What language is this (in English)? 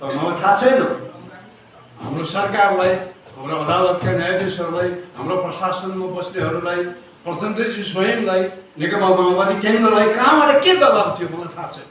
Nepali